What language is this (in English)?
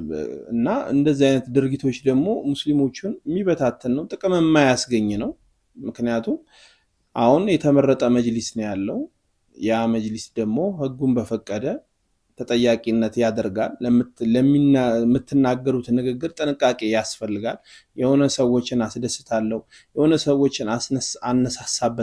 Amharic